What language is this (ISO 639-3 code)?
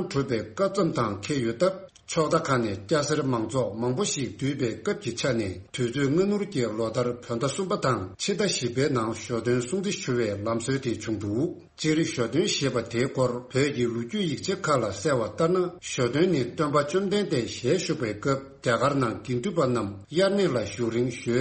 bod